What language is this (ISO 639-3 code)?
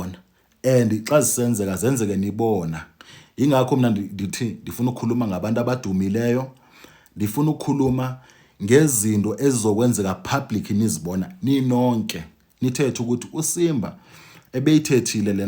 zul